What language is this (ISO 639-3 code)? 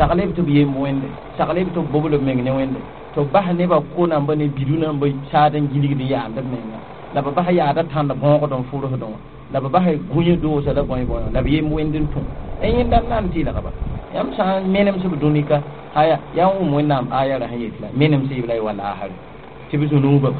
mos